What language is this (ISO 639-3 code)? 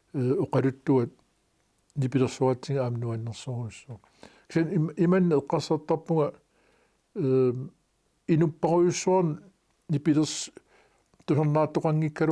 kal